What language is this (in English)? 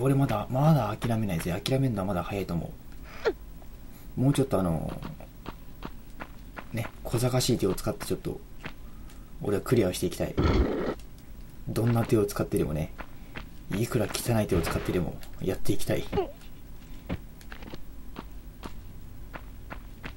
Japanese